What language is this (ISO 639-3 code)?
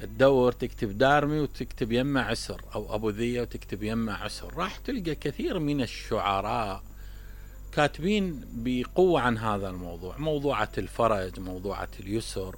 acm